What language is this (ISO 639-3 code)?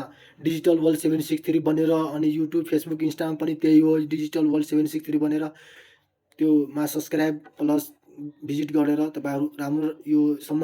nep